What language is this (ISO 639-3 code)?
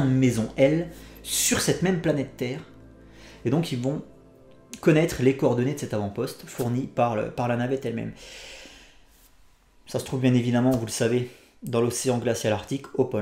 fra